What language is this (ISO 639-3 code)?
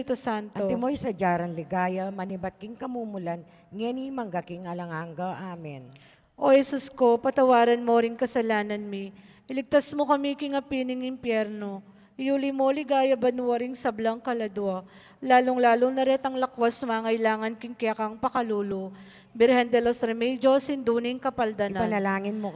pam